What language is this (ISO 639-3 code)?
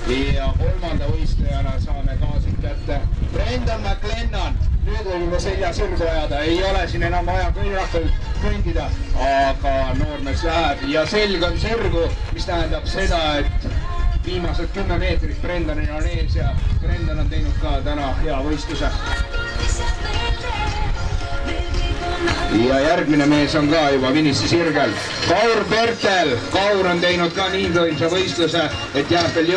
est